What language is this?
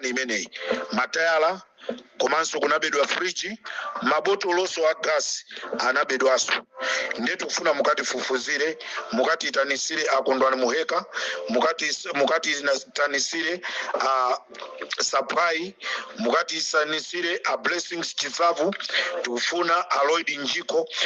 Nyanja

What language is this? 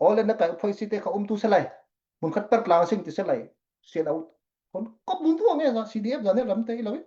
Falam Chin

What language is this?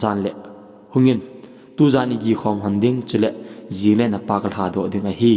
Thado Chin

